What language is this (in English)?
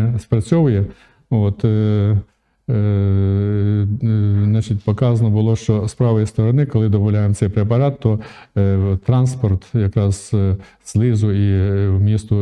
Ukrainian